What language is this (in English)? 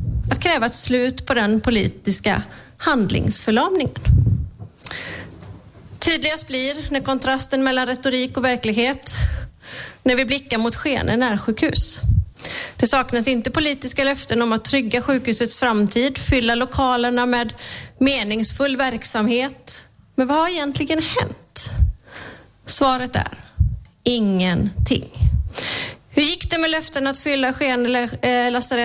Swedish